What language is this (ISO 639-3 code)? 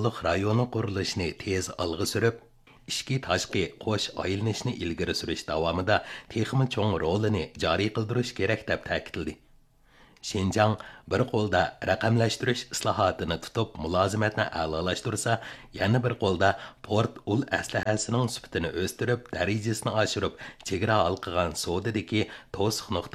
uig